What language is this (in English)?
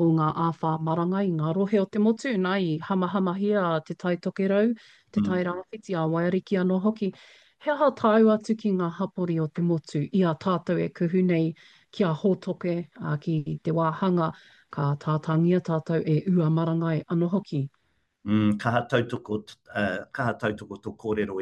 Māori